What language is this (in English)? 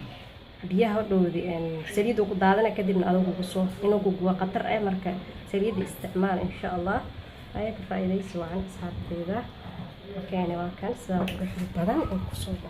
Somali